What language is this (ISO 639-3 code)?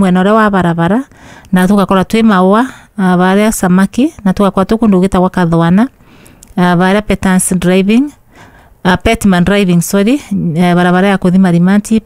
kik